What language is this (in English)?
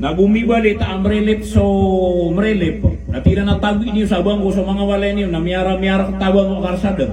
Maranao